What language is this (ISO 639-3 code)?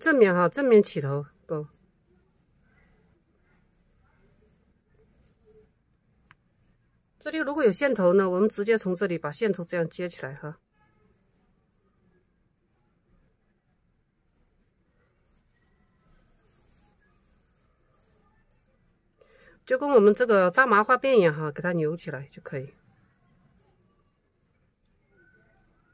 zho